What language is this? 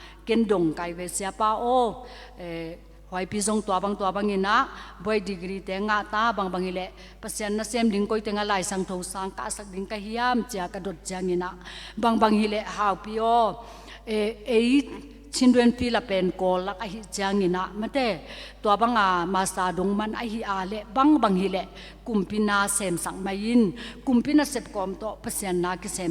Tedim Chin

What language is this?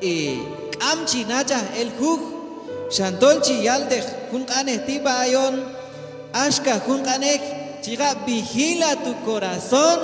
Q'anjob'al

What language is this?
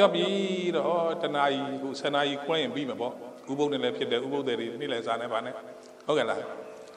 Burmese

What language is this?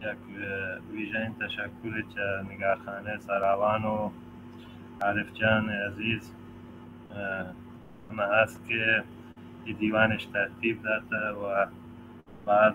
Baluchi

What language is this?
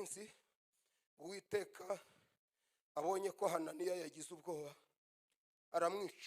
Kinyarwanda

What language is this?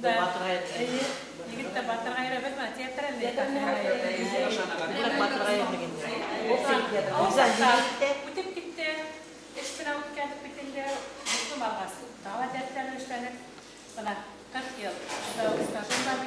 Bashkir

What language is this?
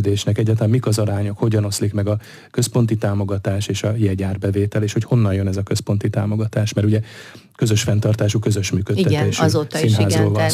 Hungarian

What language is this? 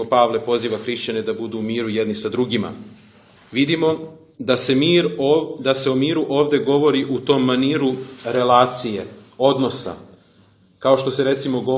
Serbian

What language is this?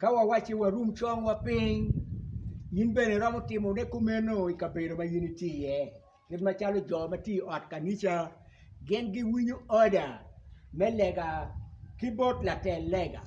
Acoli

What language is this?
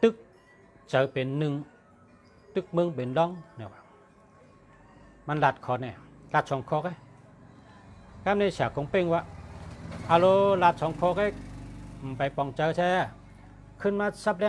Shan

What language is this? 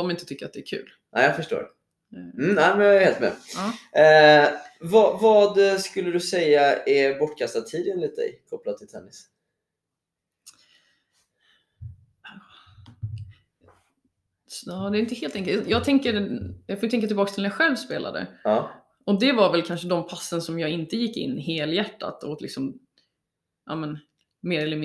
Swedish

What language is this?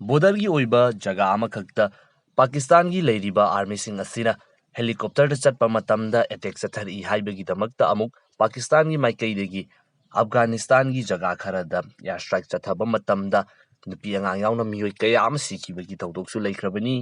Manipuri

